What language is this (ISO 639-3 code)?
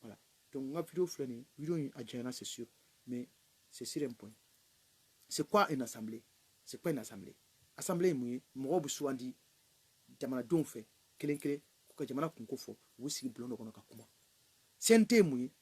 bam